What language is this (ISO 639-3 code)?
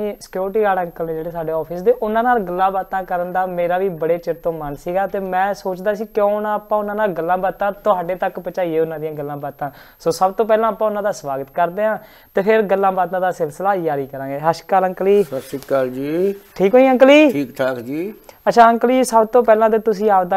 pan